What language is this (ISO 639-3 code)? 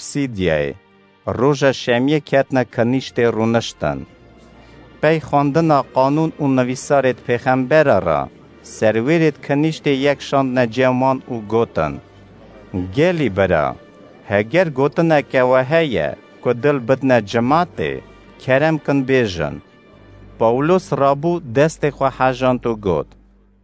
kur